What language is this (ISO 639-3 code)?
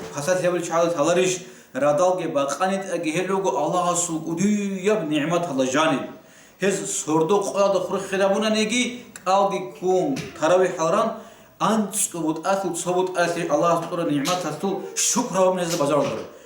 ava